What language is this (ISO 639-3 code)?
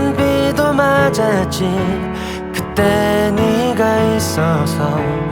kor